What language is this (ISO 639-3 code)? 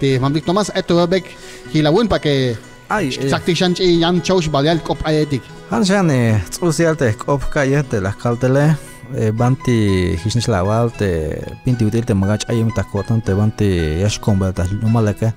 tzh